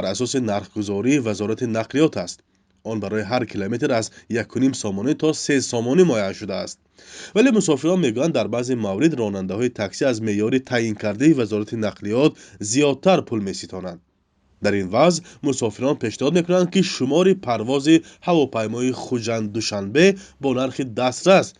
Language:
Tajik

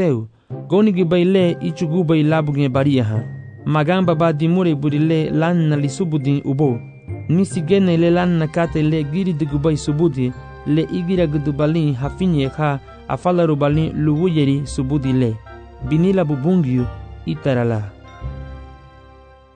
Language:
Garifuna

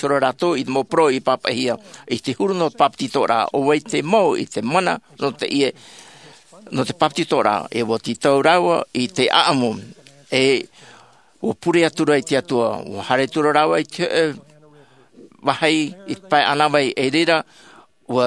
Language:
Tahitian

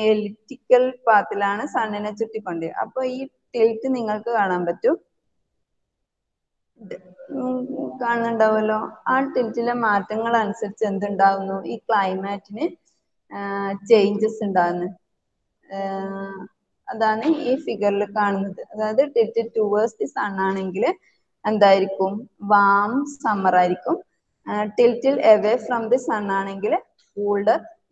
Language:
Malayalam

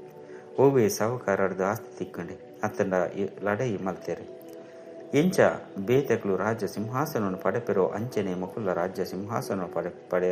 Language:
Tulu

